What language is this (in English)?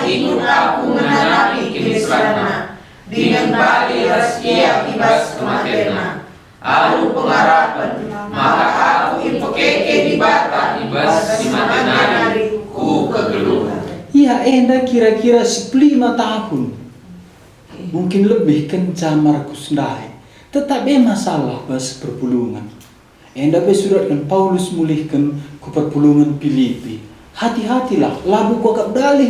Batak Karo